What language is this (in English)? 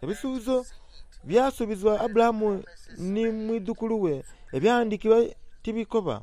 Soga